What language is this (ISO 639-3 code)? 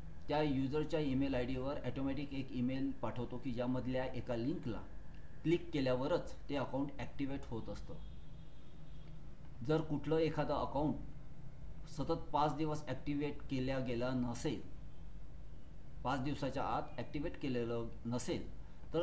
mar